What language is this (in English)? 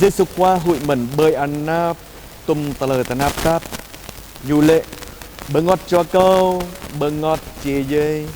Jarai